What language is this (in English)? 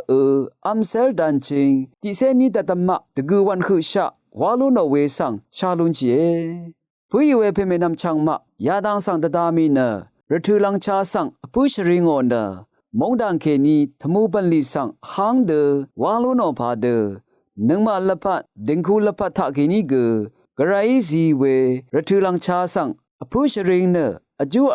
Rawang